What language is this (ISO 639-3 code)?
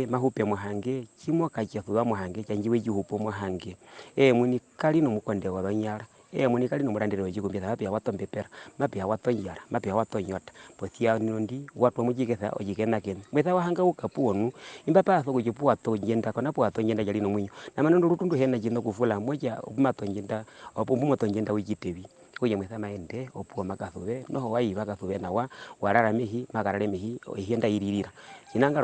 her